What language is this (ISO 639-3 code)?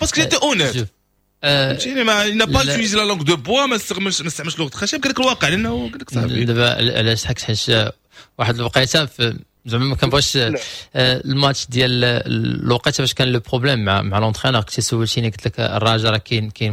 ary